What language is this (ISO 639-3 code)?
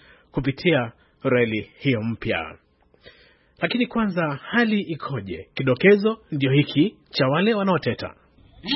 swa